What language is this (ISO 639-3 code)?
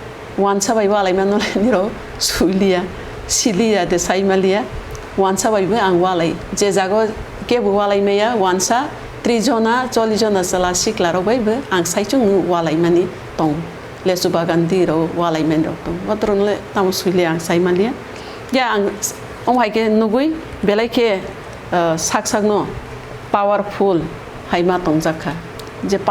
trp